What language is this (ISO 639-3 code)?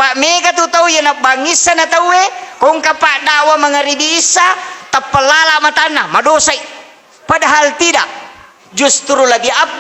bug